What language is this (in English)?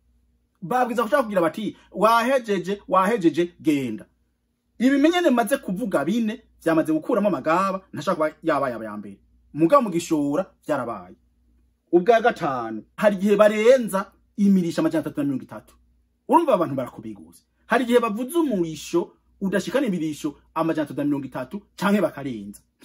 Rundi